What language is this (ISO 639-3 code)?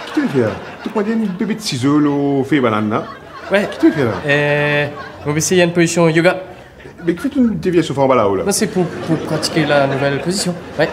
mfe